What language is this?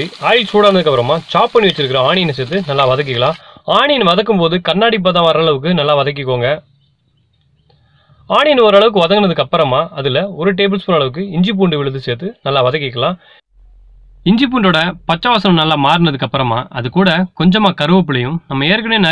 Tamil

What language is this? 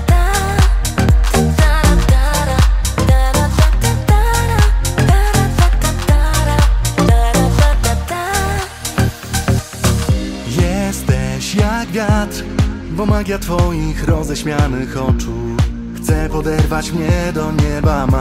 Polish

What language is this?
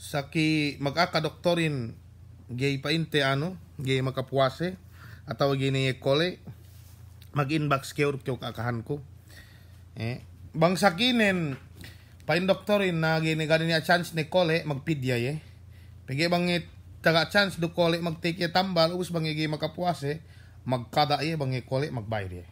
Yakan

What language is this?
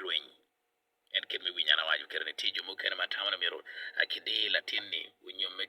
Acoli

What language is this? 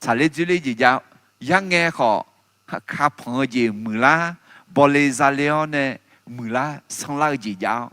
Akha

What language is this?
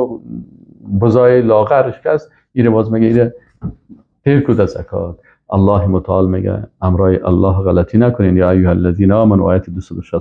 Persian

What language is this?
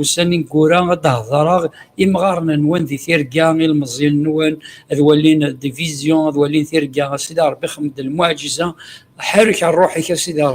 Kabyle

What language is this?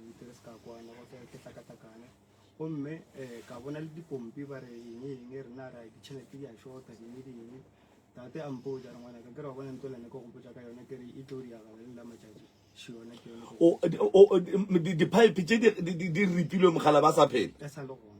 Northern Sotho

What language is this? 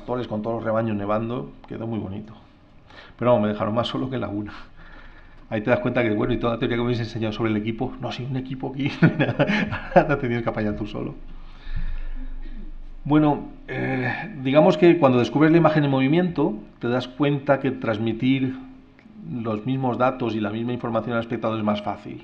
Spanish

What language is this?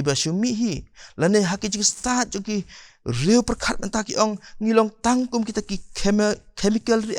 Khasi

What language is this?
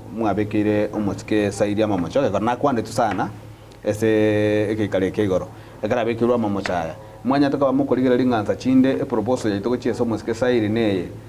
Gusii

